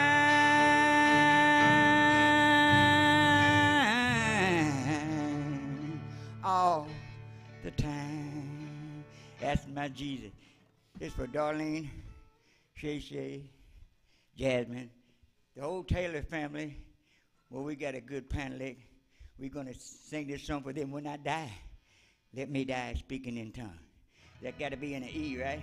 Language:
English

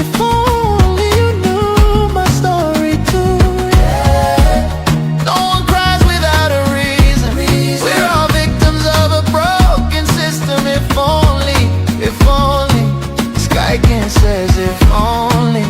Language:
Ewe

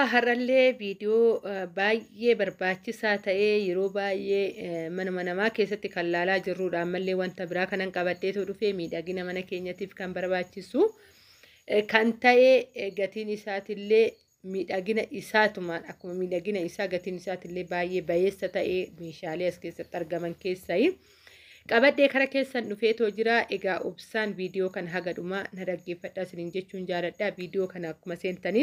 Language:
Oromo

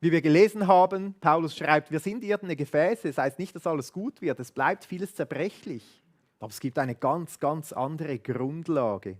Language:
Swiss German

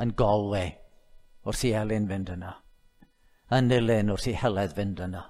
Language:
Welsh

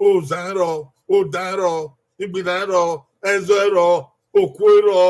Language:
Bini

